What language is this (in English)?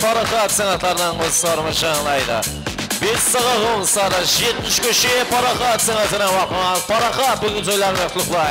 Kara-Kalpak